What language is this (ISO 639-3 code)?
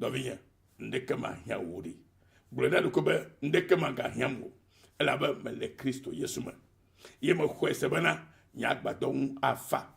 ewe